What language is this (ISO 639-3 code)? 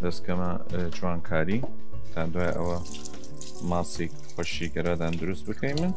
sdh